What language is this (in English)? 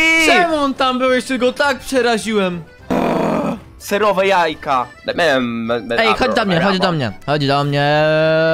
Polish